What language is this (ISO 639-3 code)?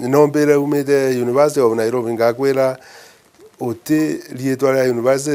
mer